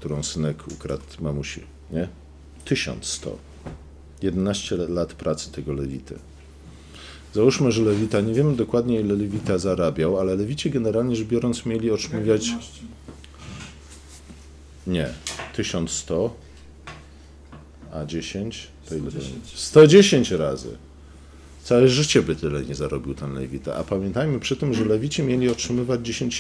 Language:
Polish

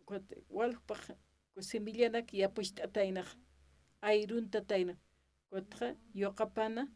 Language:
Aymara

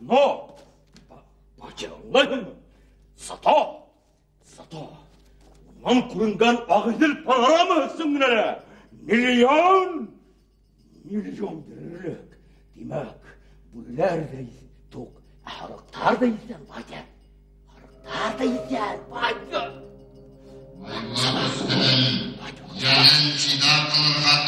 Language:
Bashkir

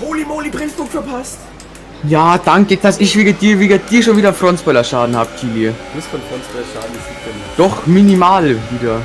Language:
Bavarian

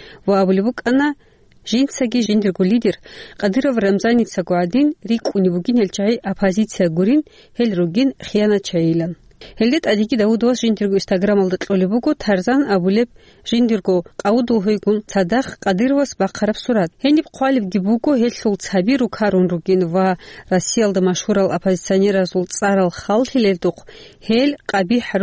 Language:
Avaric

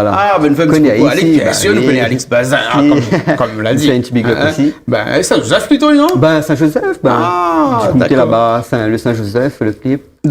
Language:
Réunion Creole French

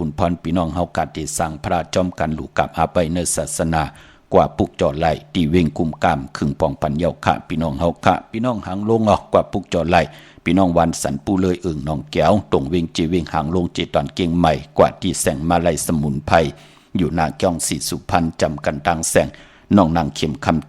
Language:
Shan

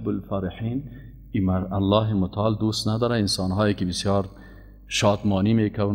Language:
Persian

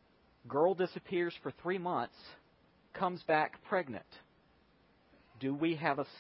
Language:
English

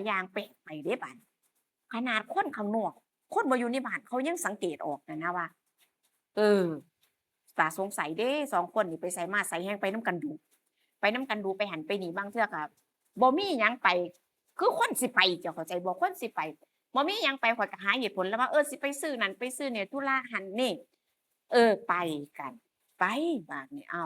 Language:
Northeastern Thai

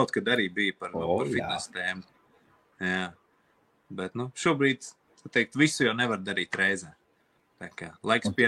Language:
Latvian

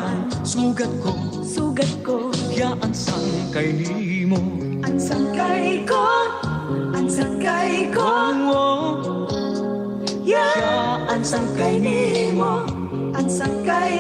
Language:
Waray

